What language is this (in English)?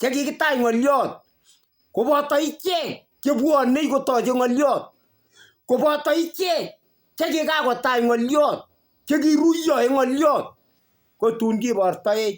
Kalenjin